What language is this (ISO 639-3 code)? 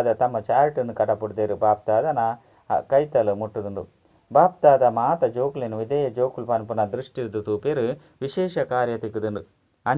tcy